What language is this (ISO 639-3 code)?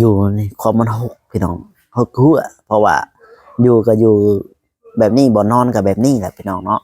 lao